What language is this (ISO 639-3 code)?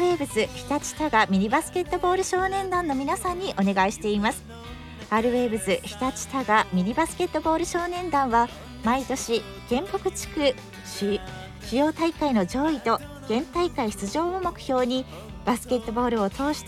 jpn